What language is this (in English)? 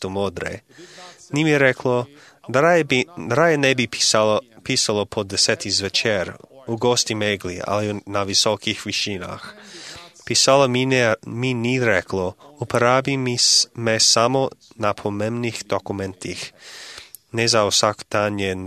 Slovenian